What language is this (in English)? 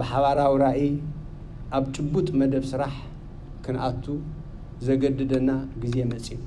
Tigrinya